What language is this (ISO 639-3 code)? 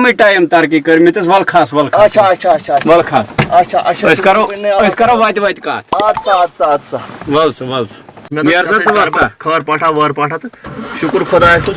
kas